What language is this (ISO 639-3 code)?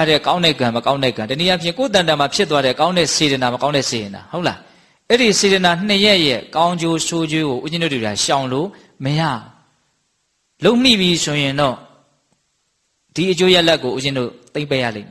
mya